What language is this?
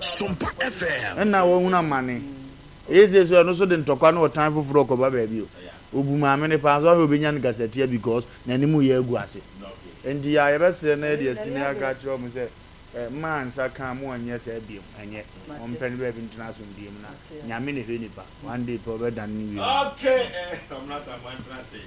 Akan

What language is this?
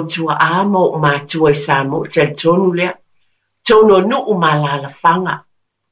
Samoan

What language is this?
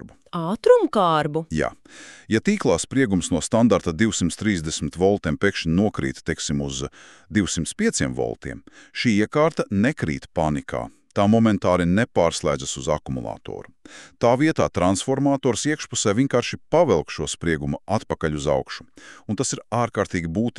Latvian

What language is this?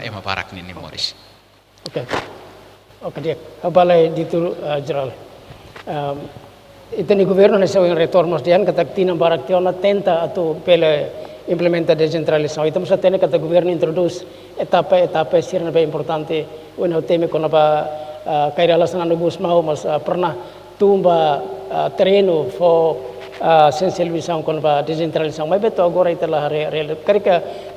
Tetum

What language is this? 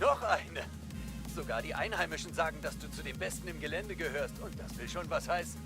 Bavarian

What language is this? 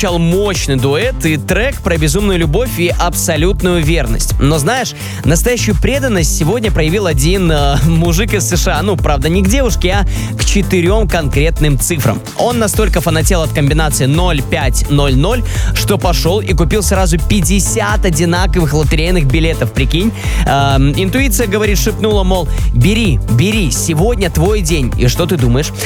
Russian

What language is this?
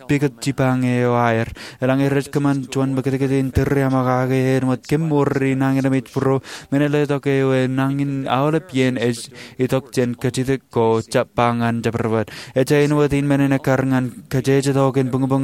Marshallese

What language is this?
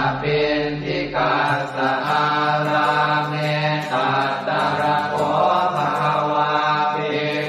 Pali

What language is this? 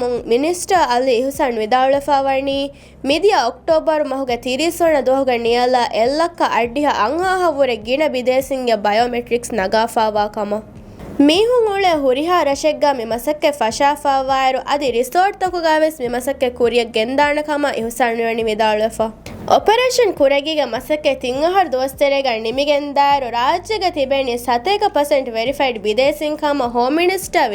Divehi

